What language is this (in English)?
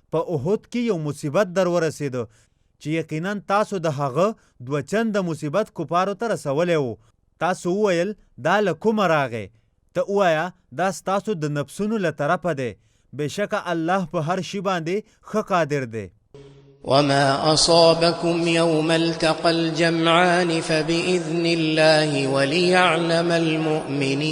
Pashto